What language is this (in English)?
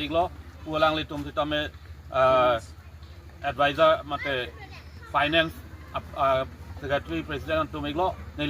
Karbi